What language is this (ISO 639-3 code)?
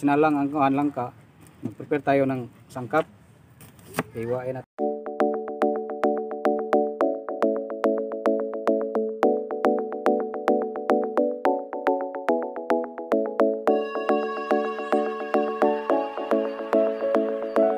fil